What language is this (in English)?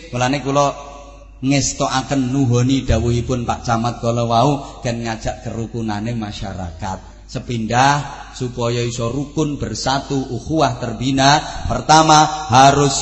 Javanese